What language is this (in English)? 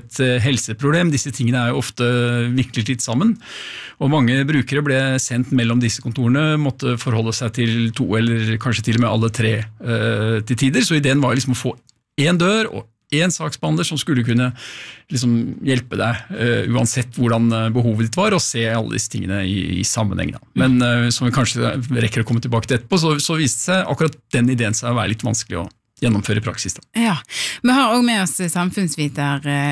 Norwegian